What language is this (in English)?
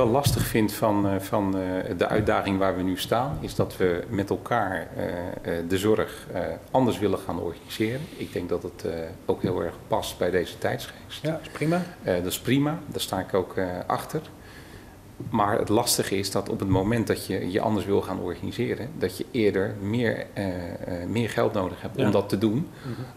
Dutch